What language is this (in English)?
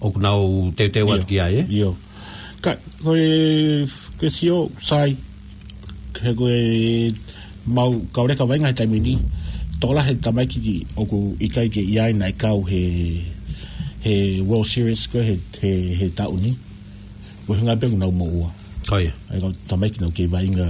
Tongan